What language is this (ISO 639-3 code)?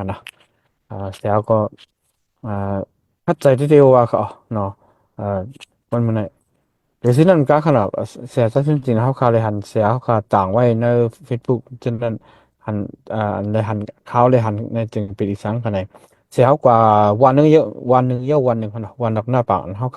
shn